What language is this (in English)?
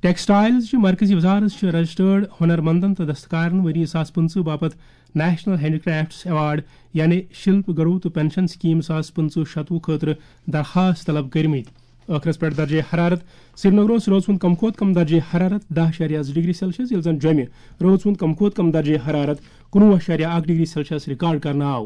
Kashmiri